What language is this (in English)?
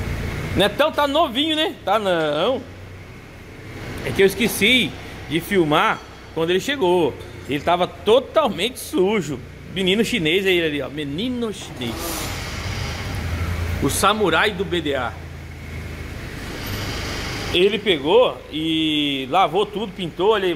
Portuguese